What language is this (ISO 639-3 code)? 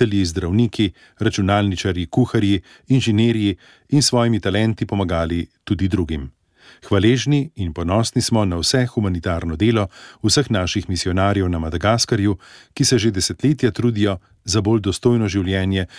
slv